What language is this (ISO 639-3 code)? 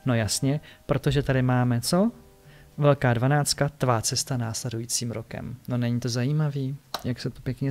ces